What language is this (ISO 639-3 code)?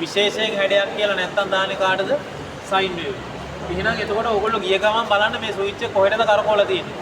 sin